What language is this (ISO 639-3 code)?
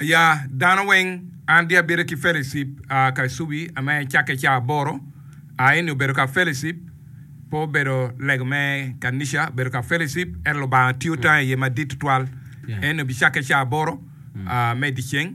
ach